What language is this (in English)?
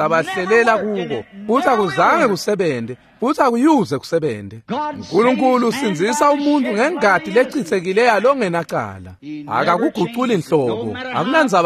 Swati